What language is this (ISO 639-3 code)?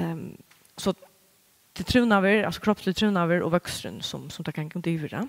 fao